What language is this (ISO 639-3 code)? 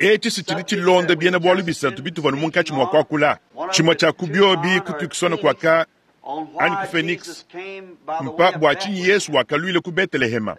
lua